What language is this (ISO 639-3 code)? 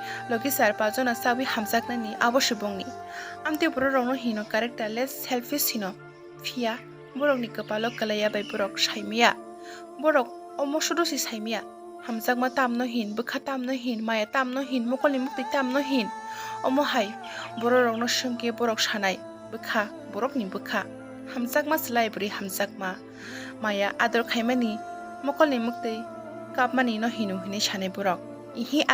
trp